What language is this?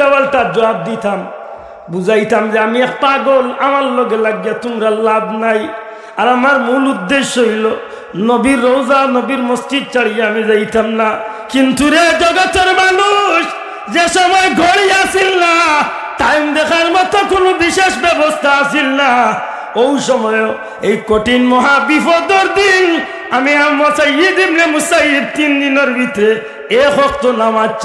Sylheti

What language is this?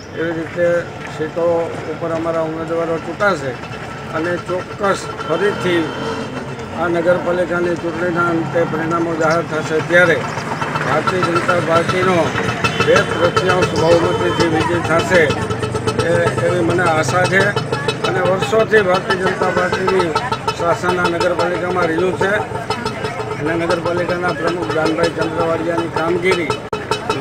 Gujarati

